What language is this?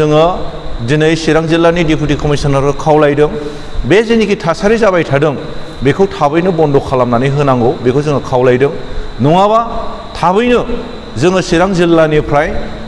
Bodo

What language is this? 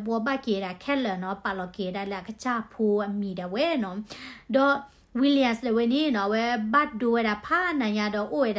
S'gaw Karen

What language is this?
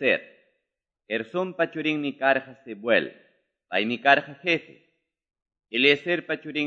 Quechua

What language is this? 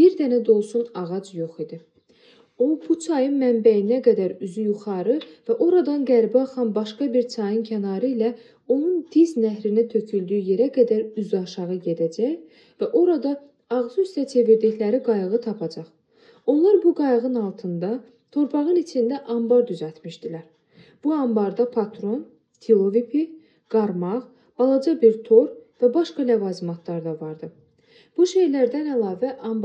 Azerbaijani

